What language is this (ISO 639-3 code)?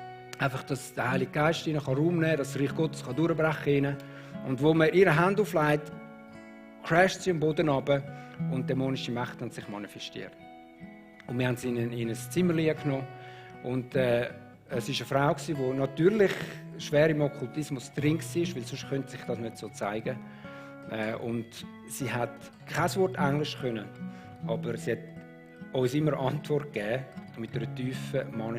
gsw